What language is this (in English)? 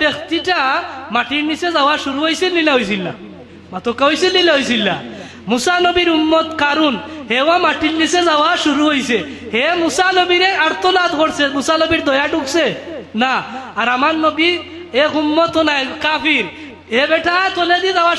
Sylheti